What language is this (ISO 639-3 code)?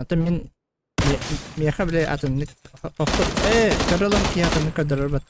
sah